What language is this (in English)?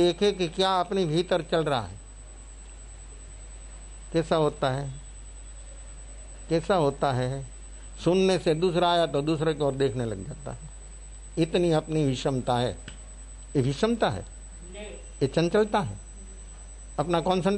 Hindi